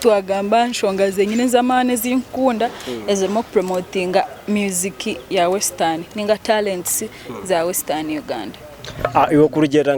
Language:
Nyankole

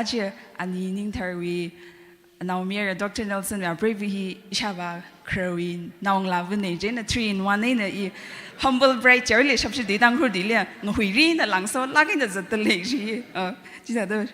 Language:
Tangkhul Naga (India)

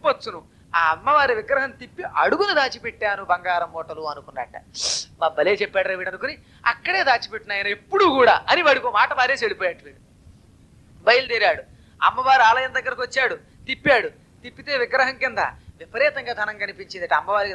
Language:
Telugu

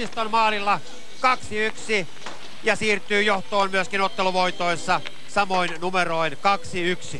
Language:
Finnish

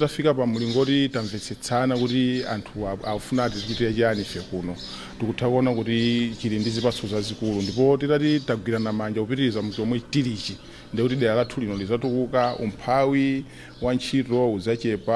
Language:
Nyanja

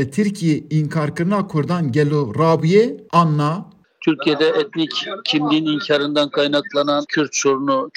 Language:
Kurdish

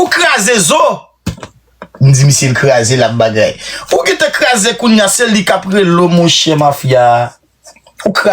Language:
Haitian Creole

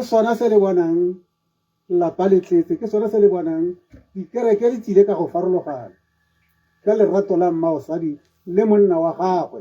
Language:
Tswana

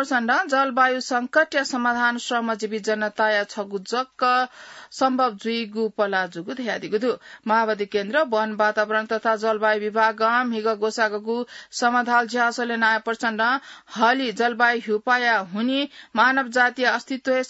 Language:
Newari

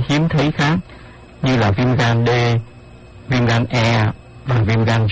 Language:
Vietnamese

